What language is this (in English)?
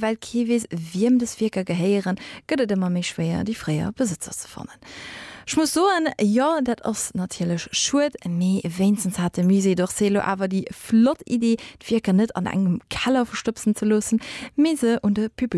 Luxembourgish